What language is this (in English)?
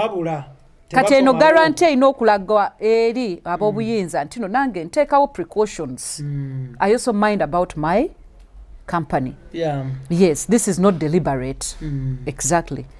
Ganda